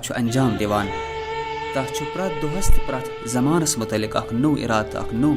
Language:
Kashmiri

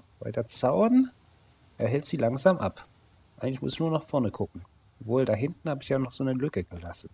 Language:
German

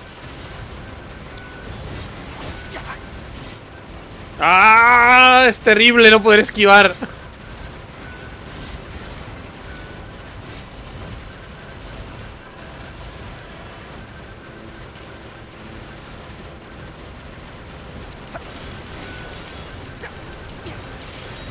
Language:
Spanish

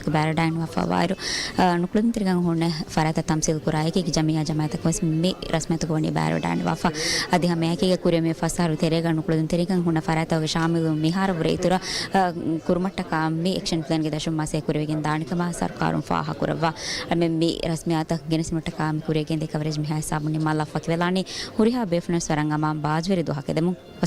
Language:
Divehi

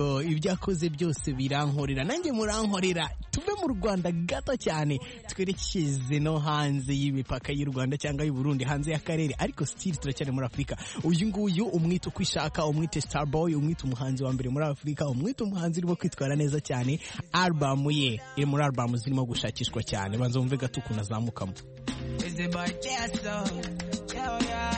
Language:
Kinyarwanda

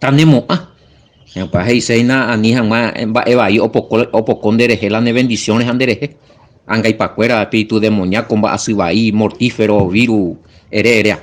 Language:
Guarani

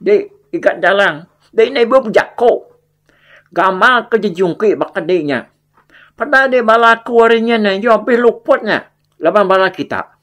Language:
Iban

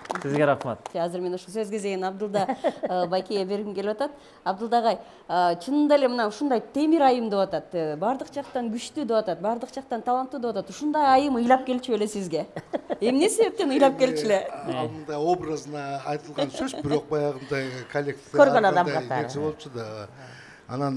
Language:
Kyrgyz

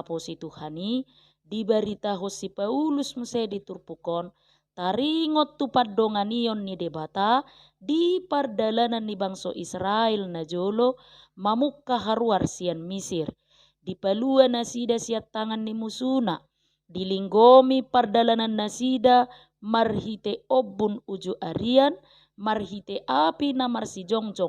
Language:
Batak Toba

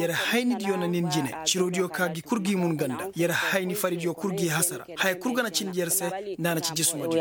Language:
Koyraboro Senni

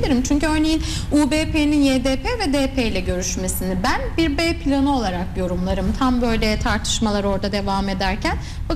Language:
Turkish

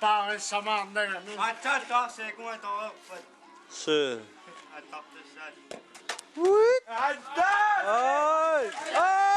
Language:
Kalaallisut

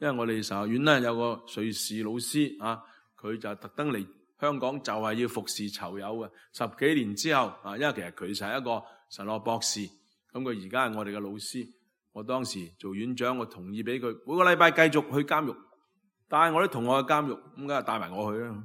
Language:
Cantonese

